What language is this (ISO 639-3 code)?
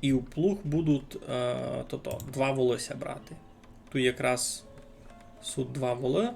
rue